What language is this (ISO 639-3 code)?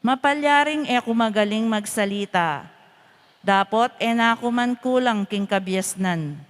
pam